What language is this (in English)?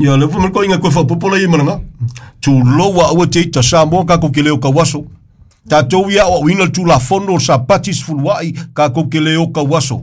Samoan